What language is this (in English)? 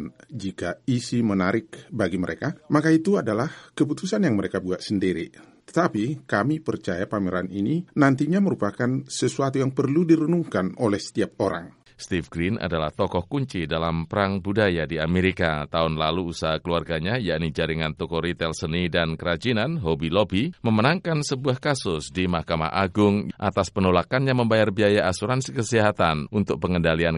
Indonesian